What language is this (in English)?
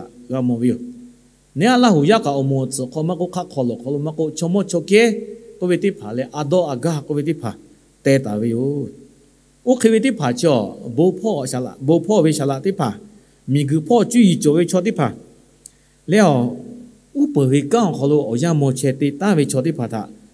Lahu